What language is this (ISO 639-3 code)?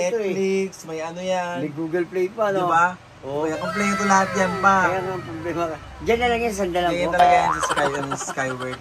fil